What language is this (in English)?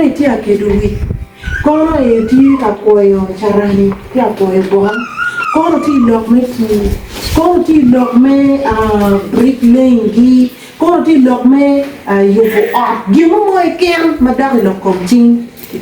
Acoli